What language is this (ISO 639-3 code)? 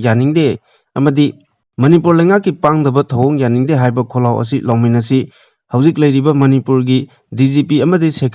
mni